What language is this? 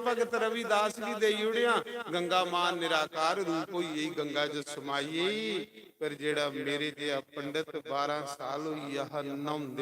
Dogri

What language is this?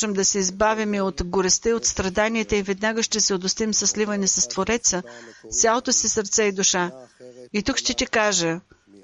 Bulgarian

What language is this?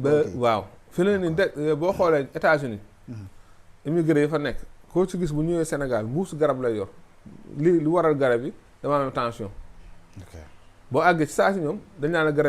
Wolof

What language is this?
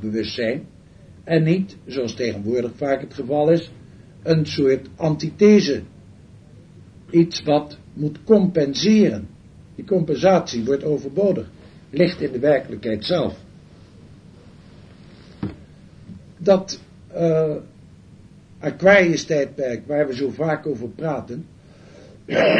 Dutch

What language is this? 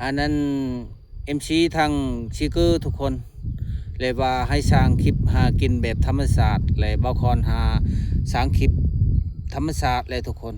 Lao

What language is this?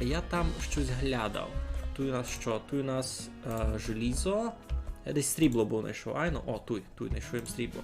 Rusyn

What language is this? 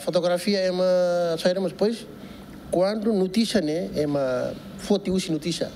Tetum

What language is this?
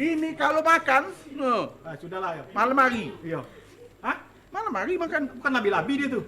Musi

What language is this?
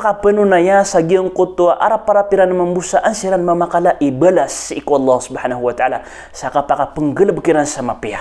Maranao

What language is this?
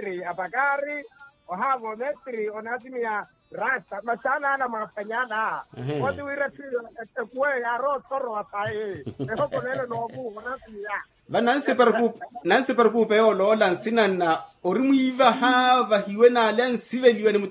Makhuwa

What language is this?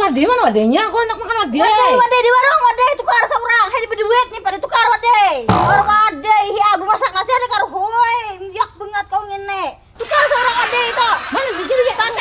Banjar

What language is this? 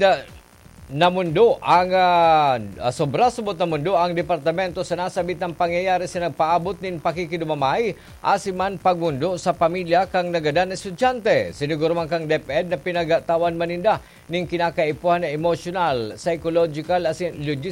Bikol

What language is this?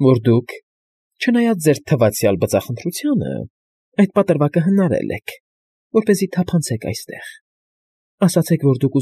Armenian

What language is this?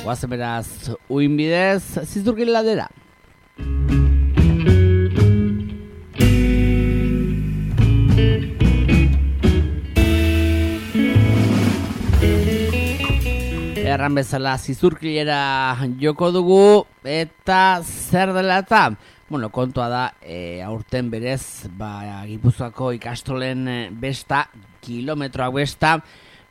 Basque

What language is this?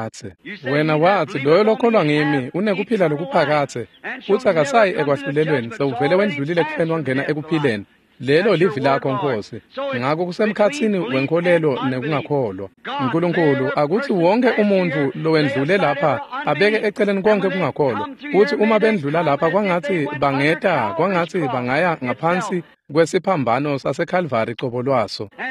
Swati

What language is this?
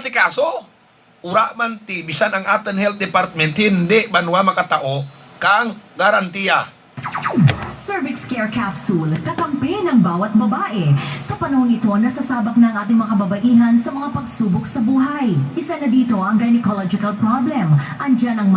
Hiligaynon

